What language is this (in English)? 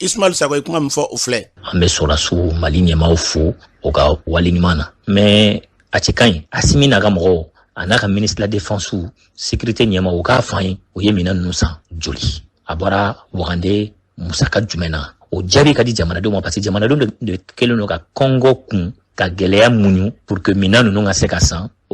Bambara